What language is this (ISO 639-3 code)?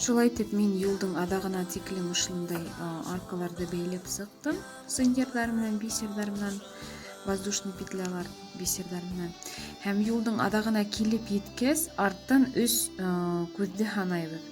bak